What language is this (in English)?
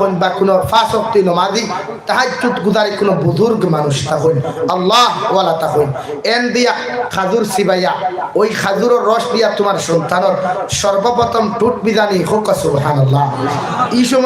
Sylheti